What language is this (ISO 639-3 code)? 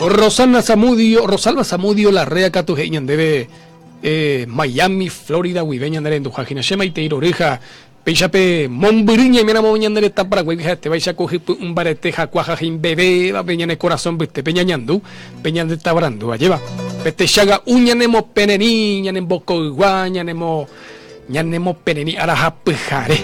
grn